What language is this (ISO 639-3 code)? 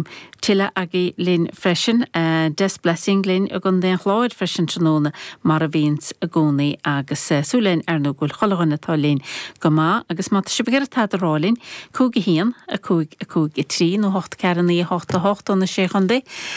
gle